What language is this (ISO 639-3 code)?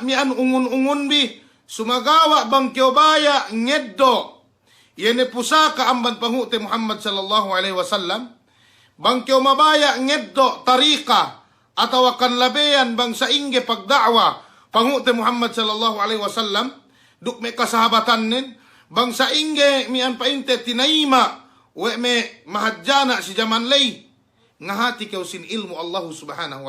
yka